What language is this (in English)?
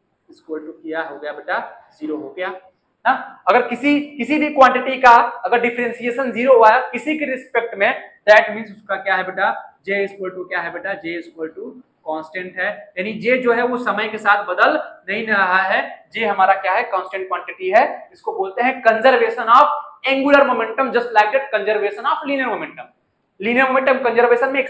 Hindi